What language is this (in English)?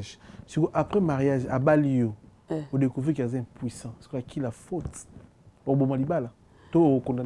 Lingala